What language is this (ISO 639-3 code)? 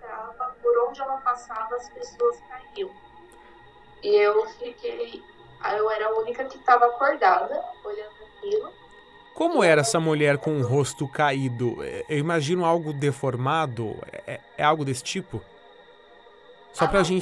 por